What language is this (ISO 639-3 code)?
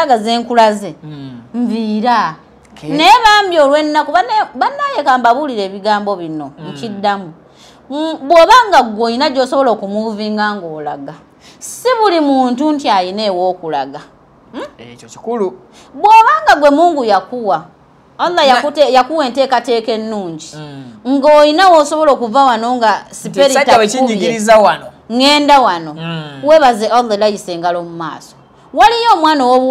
lug